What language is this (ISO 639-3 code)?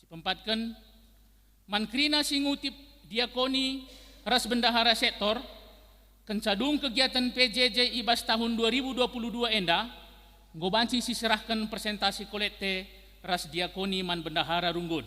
btx